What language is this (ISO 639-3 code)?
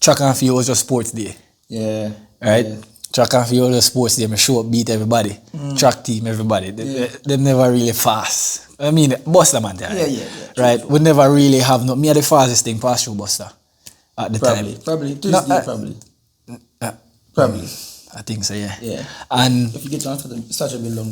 jam